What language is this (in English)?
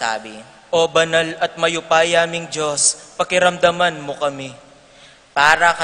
Pampanga